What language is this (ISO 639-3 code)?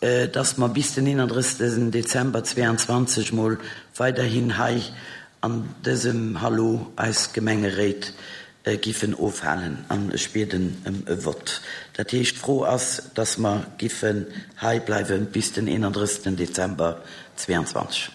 ltz